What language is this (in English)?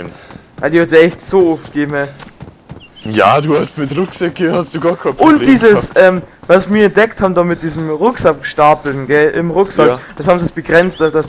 Bavarian